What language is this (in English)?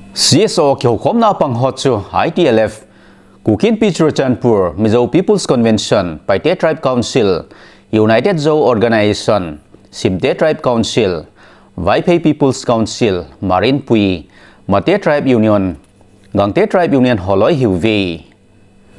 Thado Chin